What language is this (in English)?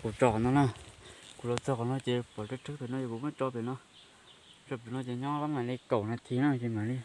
Hmong